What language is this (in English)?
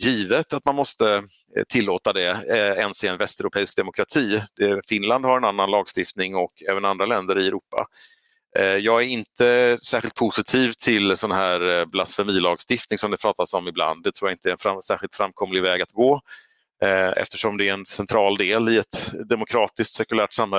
Swedish